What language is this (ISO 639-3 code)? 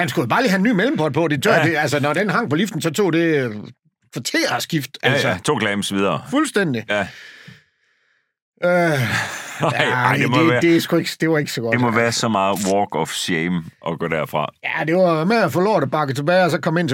dan